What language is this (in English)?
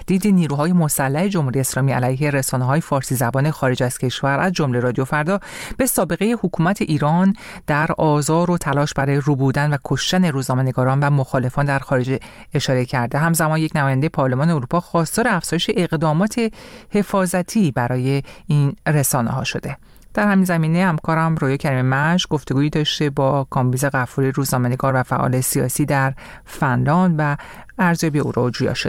Persian